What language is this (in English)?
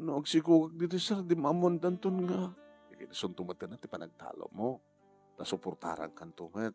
Iloko